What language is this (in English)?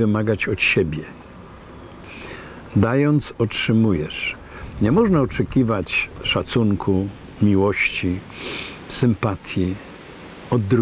Polish